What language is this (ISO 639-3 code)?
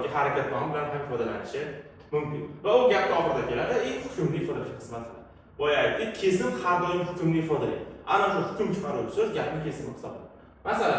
uzb